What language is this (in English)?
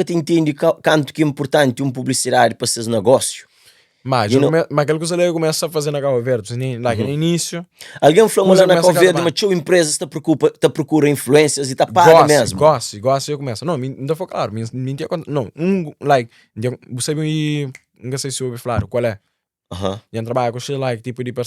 Kabuverdianu